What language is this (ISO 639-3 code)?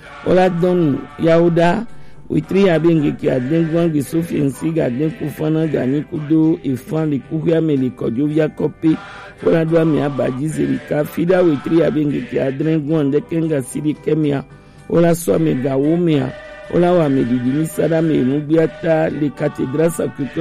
gej